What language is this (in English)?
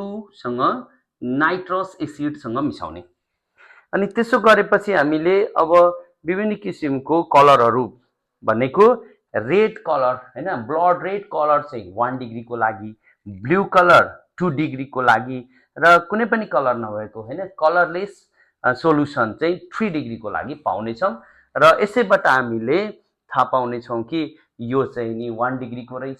Nepali